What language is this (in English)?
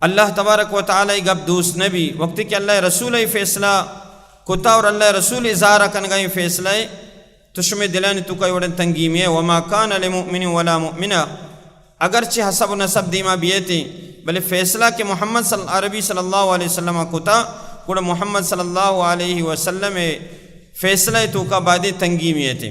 Baluchi